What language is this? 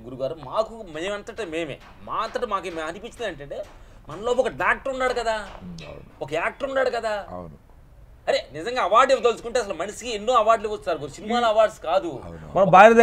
Telugu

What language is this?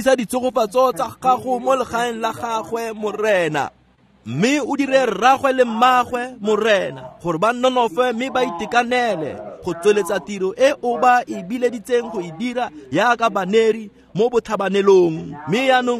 Tswana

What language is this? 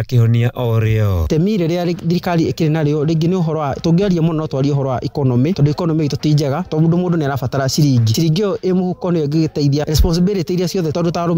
Kikuyu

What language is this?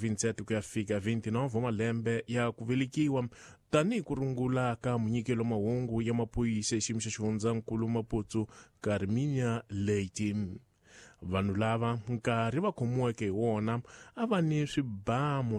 Tsonga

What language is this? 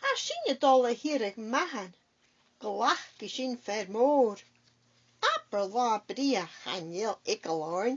Scottish Gaelic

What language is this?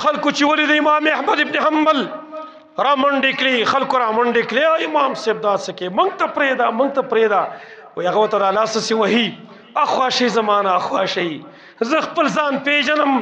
Pashto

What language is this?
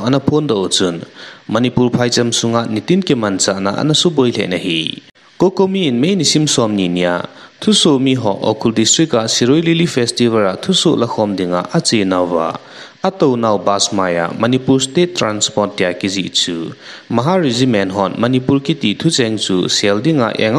Thado Chin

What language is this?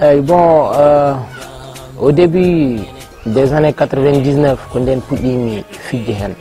Fula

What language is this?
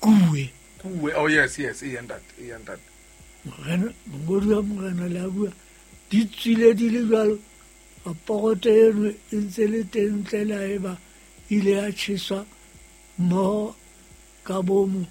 Southern Sotho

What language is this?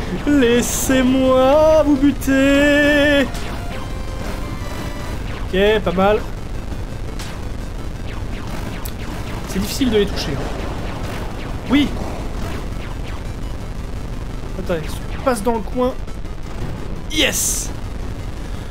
French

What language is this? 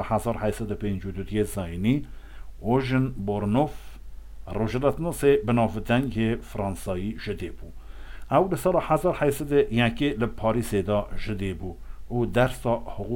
Kurdish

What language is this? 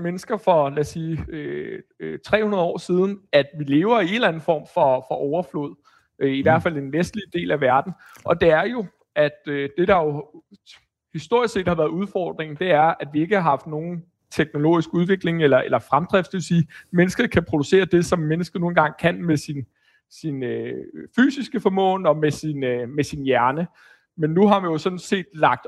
Danish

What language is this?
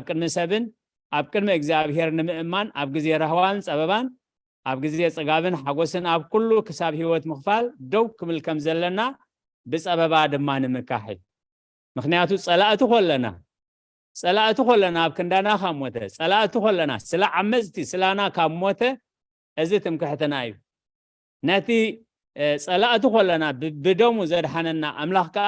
Tigrinya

